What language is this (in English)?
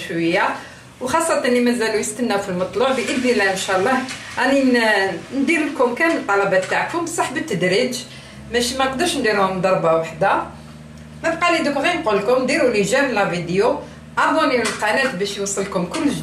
Algerian Arabic